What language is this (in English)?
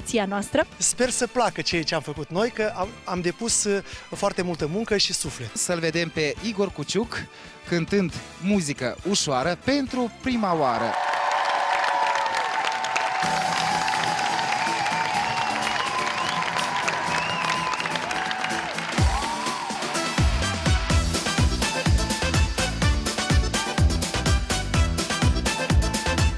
Romanian